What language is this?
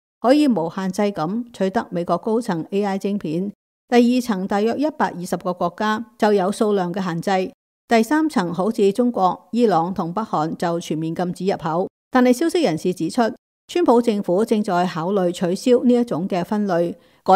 Cantonese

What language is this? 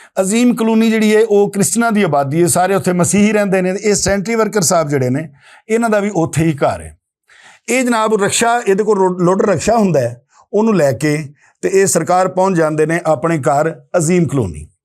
Western Panjabi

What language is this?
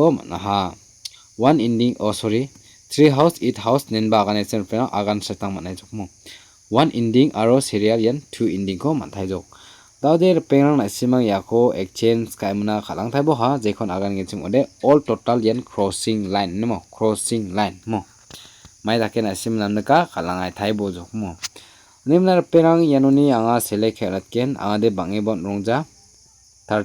Garo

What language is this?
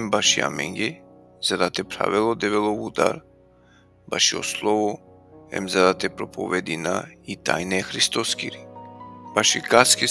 Balkan Romani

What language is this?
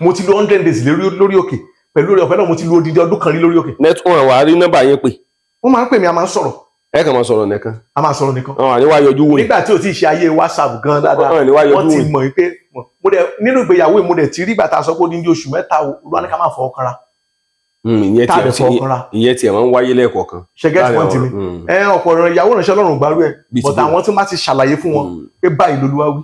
Yoruba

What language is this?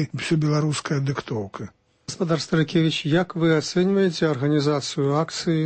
Belarusian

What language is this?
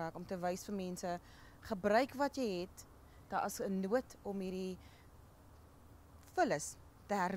Afrikaans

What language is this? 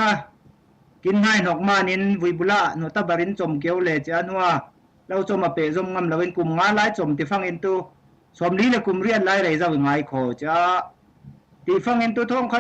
Falam Chin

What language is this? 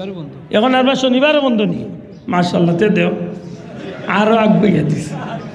Sylheti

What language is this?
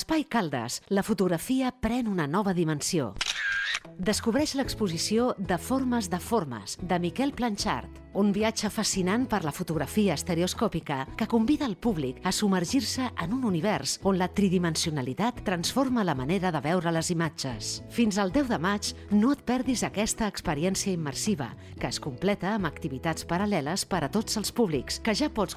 Catalan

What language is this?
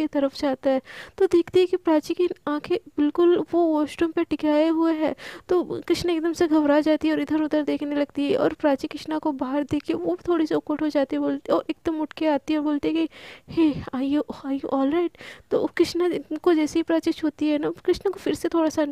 Hindi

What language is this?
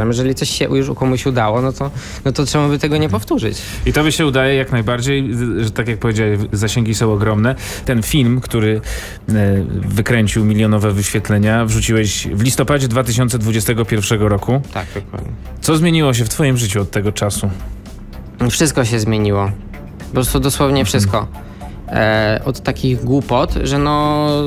Polish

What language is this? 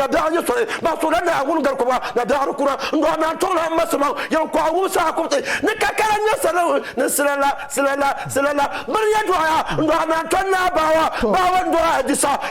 Dagbani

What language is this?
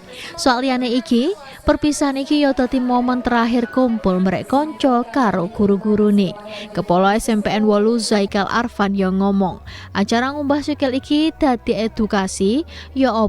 Javanese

